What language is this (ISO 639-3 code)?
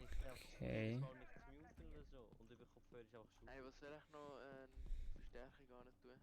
gsw